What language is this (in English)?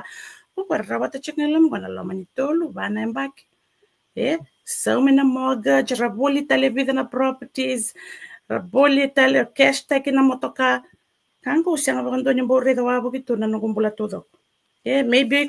Fijian